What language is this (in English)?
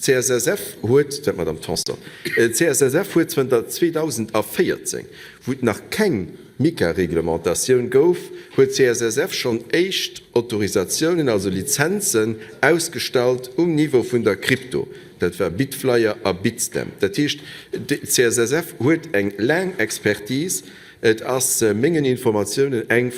Luxembourgish